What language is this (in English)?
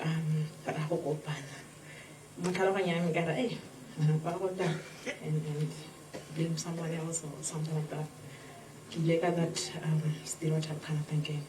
Tswana